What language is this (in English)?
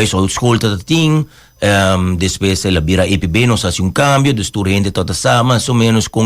Papiamento